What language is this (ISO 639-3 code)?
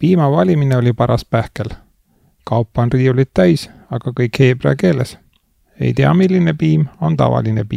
est